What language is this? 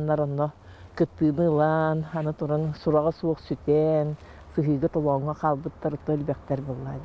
Yakut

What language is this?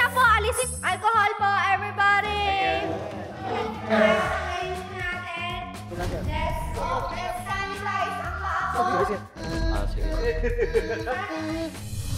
Filipino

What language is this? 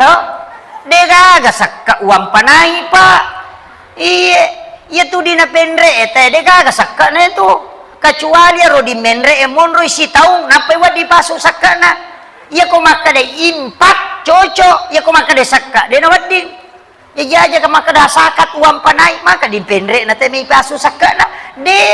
Buginese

